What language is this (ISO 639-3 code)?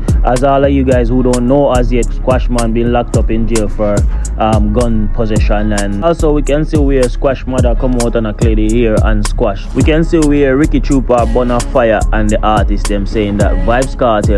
jam